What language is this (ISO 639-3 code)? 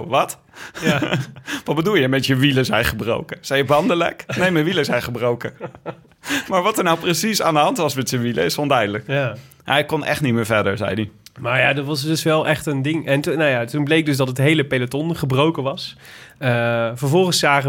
nld